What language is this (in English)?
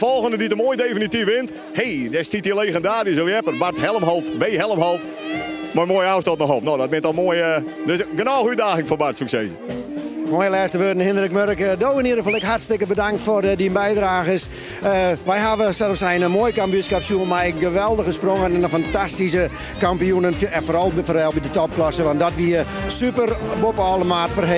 Western Frisian